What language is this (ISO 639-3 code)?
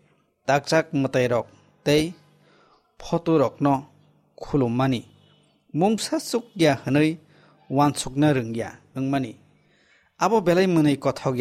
trp